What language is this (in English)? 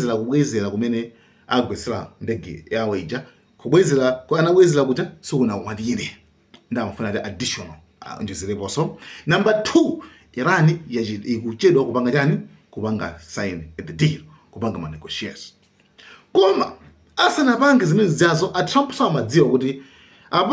Nyanja